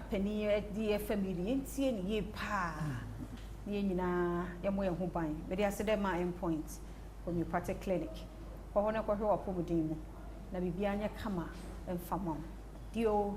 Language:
Akan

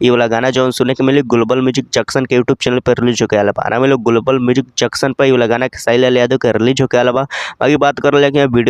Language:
Bhojpuri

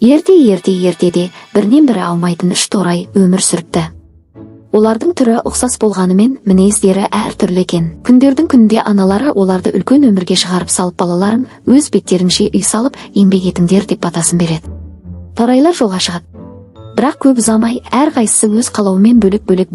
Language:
Kazakh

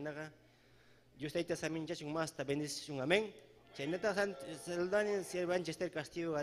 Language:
Ayacucho Quechua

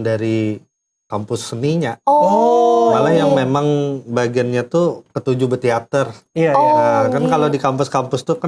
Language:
Banjar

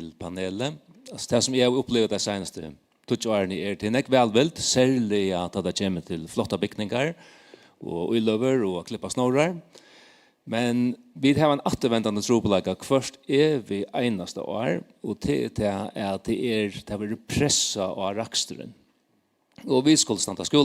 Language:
Faroese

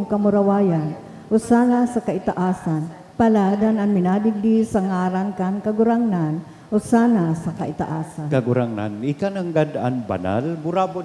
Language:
Bikol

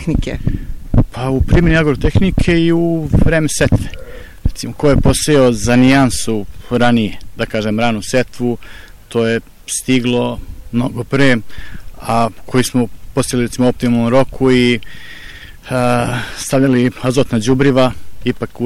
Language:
Serbian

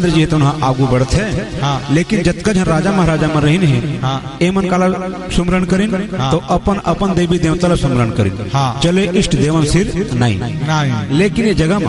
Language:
Chhattisgarhi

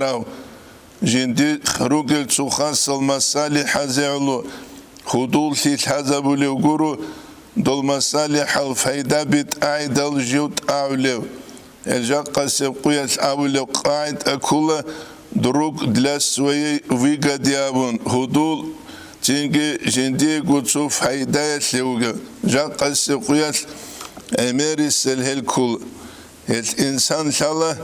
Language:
Avaric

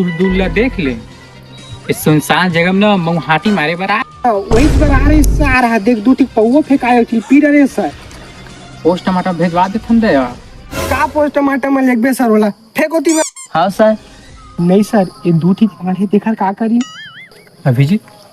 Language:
Chhattisgarhi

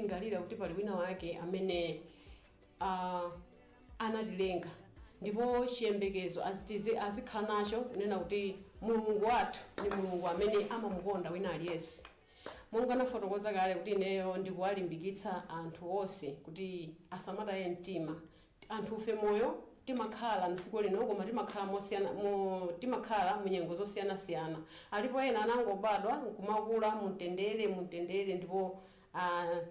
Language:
Nyanja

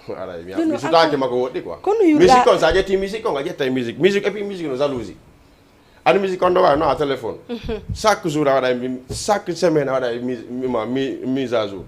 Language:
Fula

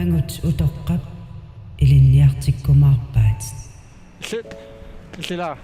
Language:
Kalaallisut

